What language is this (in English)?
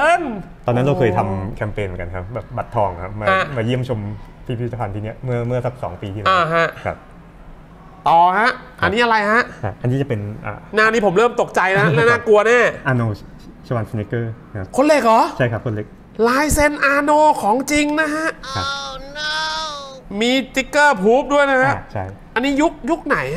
Thai